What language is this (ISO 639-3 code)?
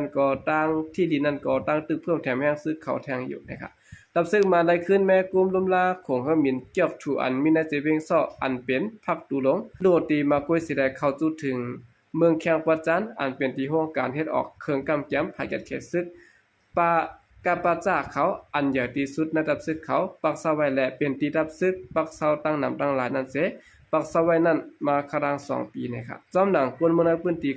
shn